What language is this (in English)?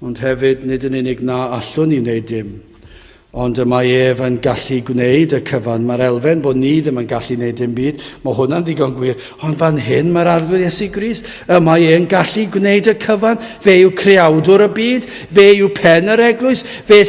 Welsh